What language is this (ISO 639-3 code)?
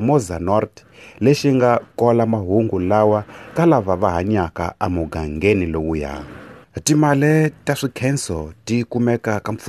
tso